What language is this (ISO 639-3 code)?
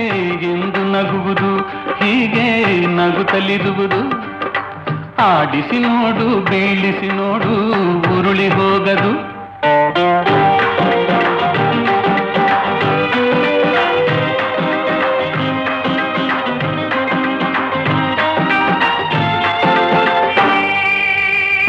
kan